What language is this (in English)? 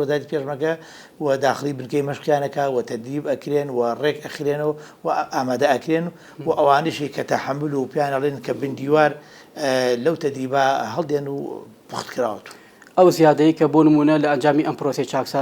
Central Kurdish